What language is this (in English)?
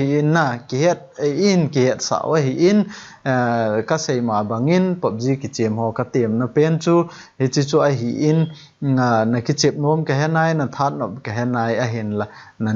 Thado Chin